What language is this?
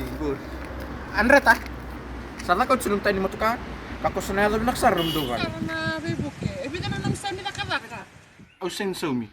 Fijian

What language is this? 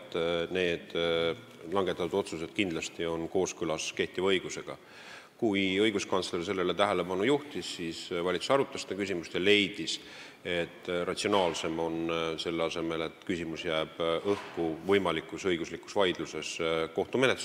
Estonian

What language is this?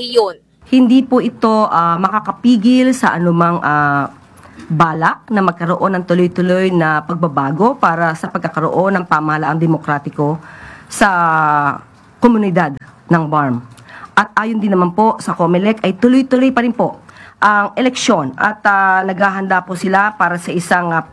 Filipino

